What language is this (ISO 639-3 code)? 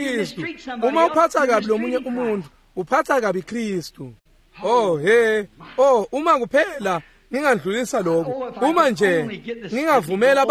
ssw